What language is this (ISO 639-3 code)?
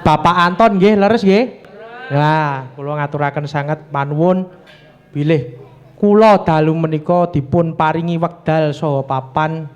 jav